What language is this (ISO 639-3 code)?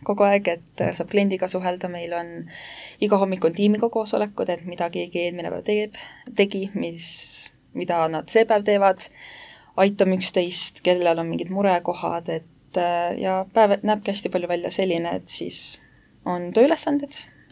est